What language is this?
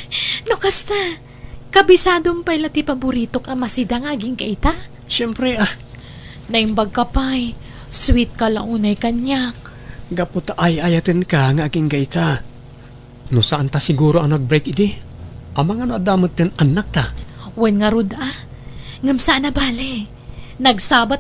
Iloko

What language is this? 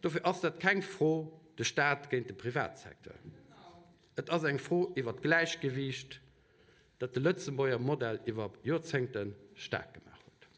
Luxembourgish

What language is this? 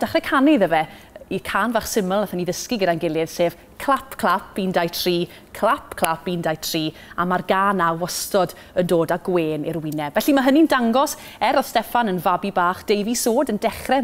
Welsh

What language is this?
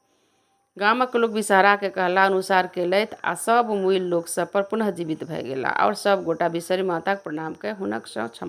Maithili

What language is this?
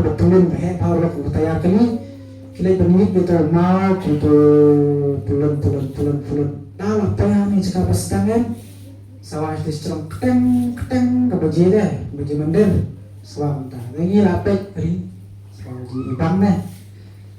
Khasi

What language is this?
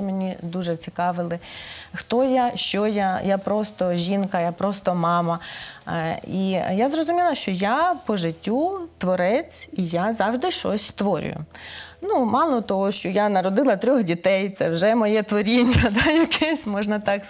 Ukrainian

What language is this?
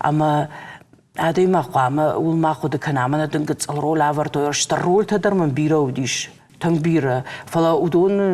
Ossetic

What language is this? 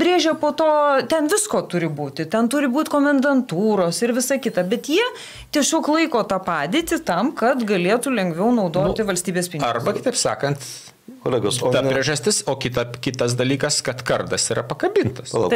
Lithuanian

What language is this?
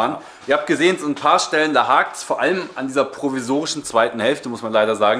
German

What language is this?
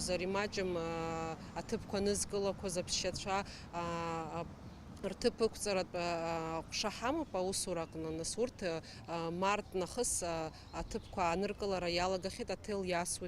Abkhazian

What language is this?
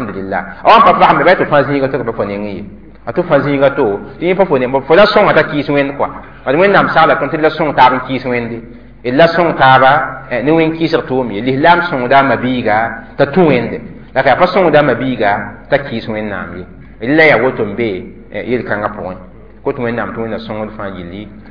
Mossi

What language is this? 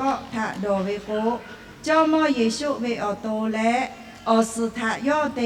Lahu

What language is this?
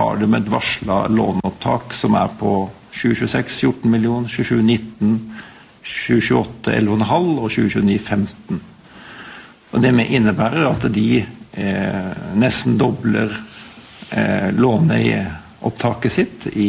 Norwegian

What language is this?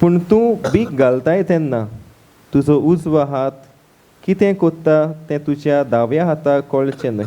Konkani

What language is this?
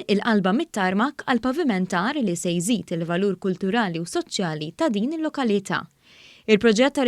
Maltese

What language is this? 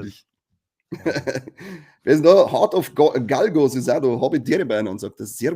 Bavarian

